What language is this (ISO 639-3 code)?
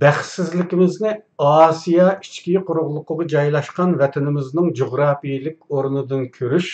uig